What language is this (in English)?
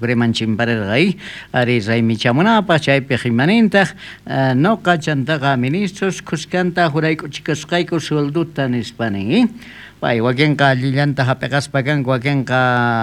South Bolivian Quechua